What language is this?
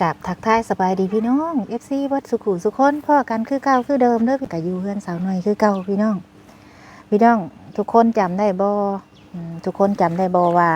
Northeastern Thai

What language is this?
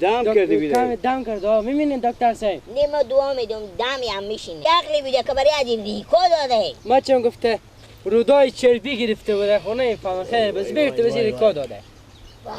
Persian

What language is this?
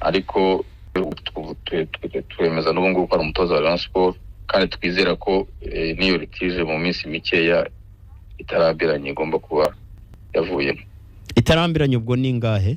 Kinyarwanda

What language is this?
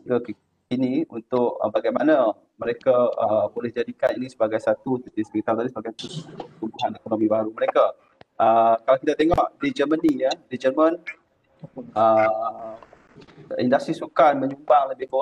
Malay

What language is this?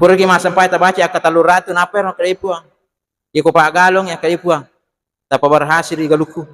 Buginese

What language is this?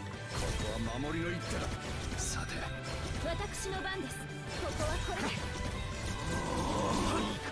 Japanese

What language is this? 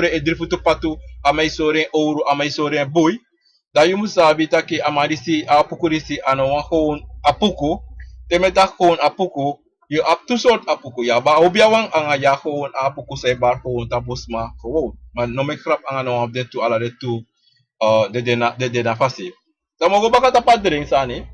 Sranan Tongo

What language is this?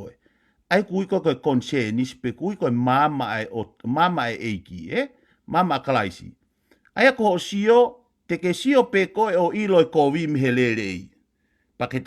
Tongan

